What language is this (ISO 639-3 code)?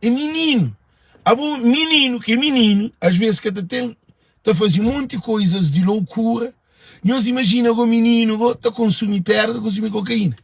kea